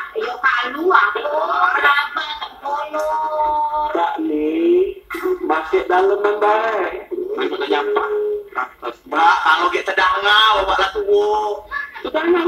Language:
Musi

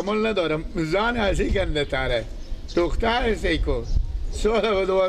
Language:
Persian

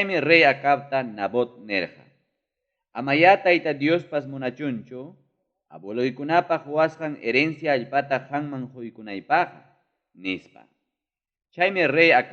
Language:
Ayacucho Quechua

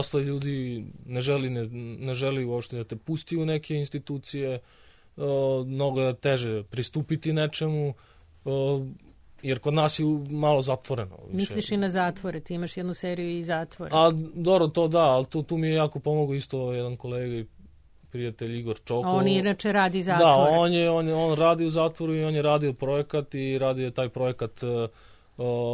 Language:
Serbian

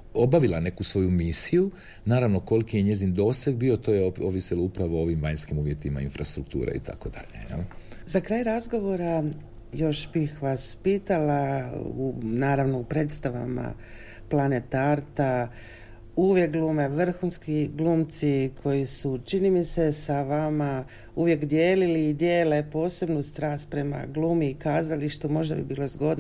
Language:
Croatian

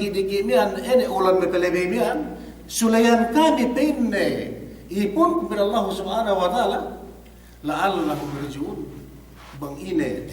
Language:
Yakan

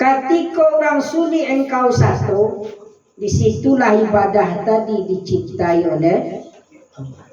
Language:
Minangkabau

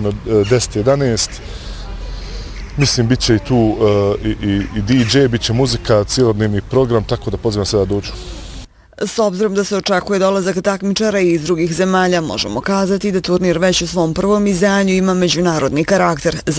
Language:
Bosnian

